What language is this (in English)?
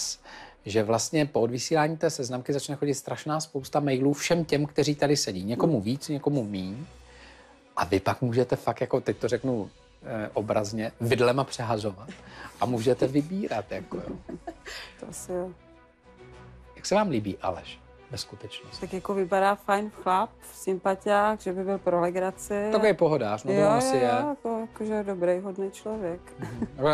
Czech